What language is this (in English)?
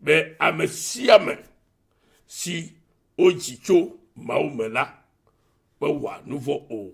Ewe